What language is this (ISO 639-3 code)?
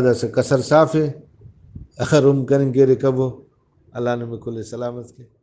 brh